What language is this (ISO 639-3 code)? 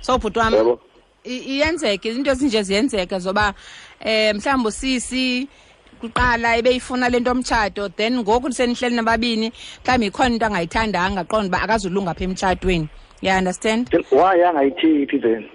xho